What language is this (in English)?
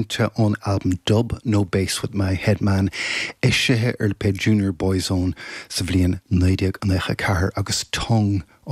Irish